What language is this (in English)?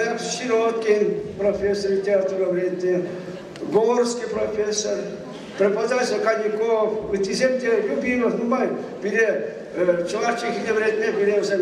Chuvash